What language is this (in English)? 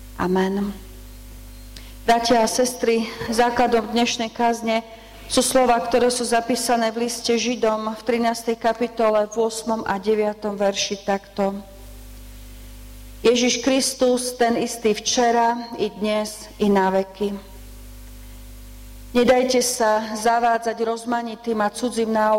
Slovak